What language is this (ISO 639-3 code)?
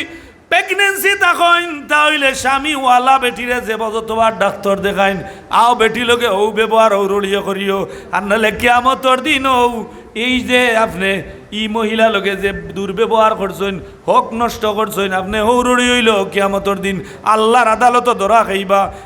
syl